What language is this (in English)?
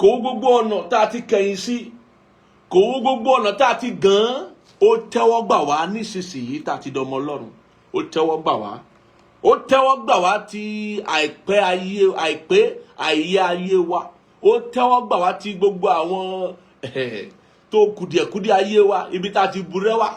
Yoruba